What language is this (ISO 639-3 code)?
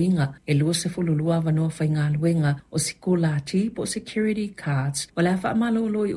smo